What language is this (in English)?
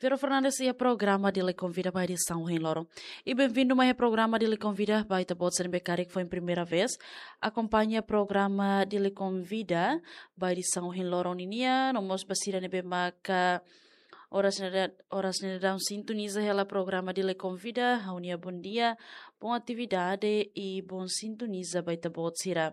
Tetum